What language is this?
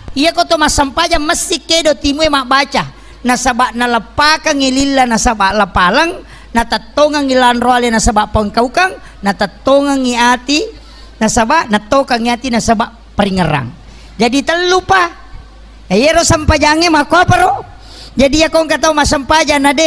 Buginese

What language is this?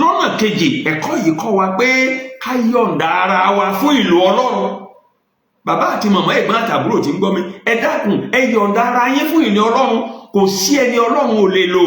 Yoruba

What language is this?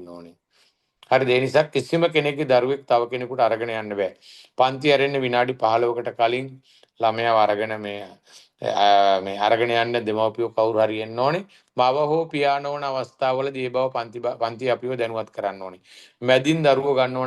Sinhala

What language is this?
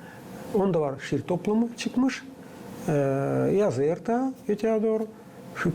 Gagauz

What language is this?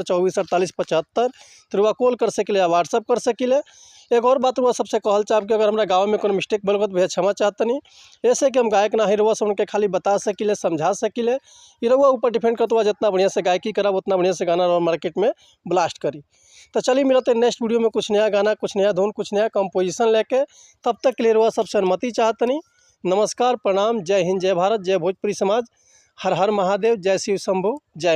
Bhojpuri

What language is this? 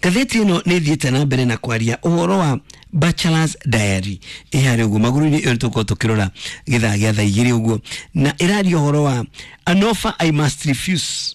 Kikuyu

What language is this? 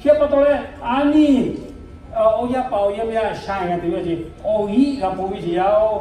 Lahu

